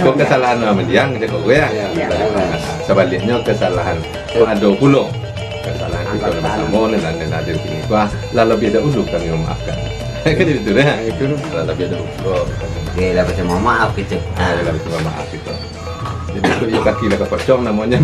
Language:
Minangkabau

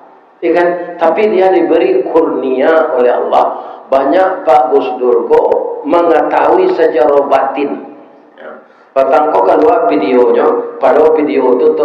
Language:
Minangkabau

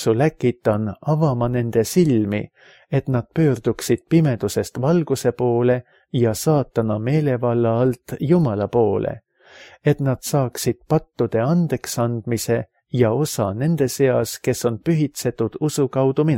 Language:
Estonian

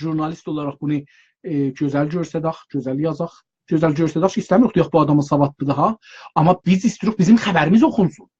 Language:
South Azerbaijani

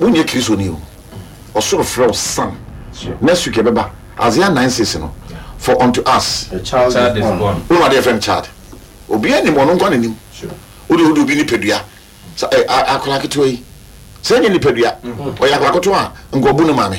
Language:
Akan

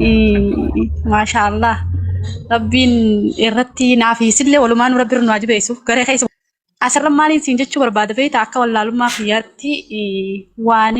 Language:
Oromo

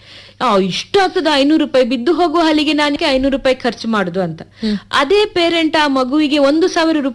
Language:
Kannada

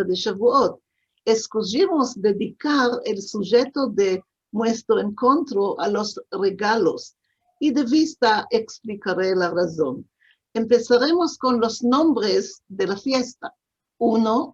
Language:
Ladino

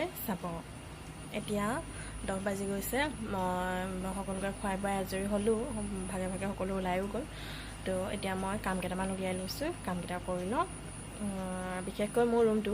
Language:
Assamese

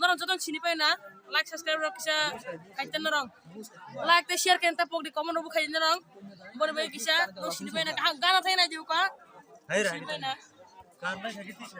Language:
Kok Borok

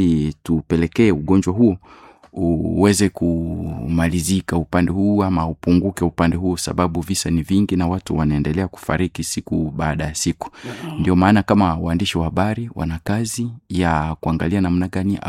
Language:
Swahili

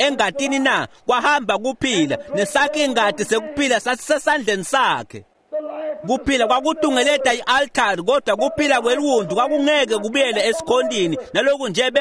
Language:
Swati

